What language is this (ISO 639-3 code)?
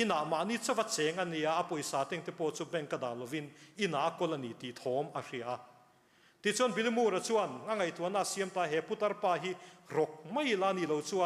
lus